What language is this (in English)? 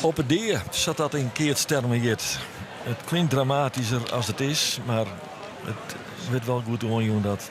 Western Frisian